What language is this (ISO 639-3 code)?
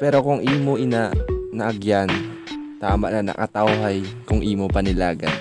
hil